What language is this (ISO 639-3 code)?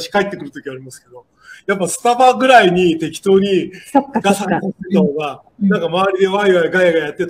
jpn